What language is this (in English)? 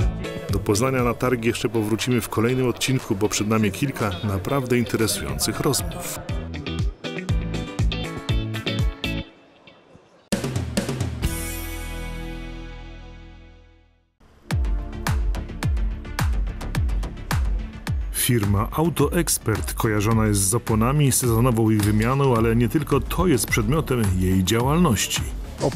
Polish